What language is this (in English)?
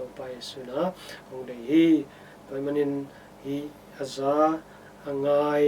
Tedim Chin